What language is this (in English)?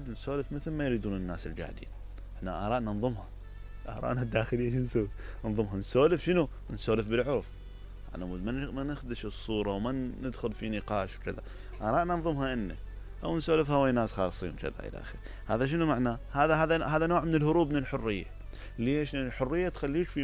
Mesopotamian Arabic